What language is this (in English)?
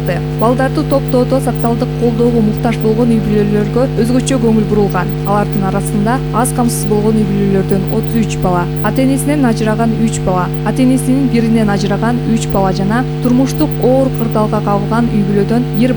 Kyrgyz